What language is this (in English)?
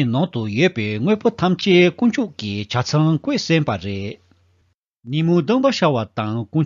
Tibetan